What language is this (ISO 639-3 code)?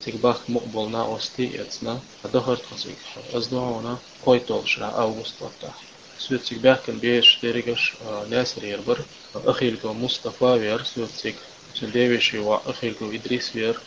che